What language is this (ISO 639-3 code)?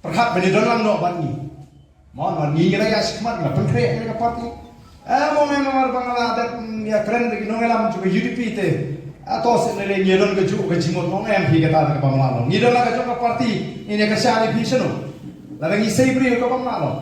kha